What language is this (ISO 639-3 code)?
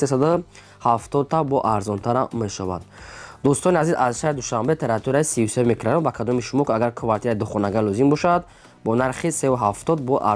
tgk